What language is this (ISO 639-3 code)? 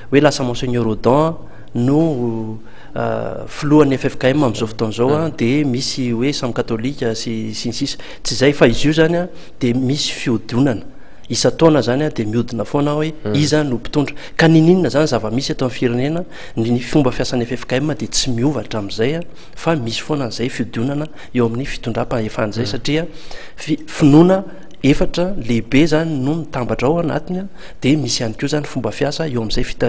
mlg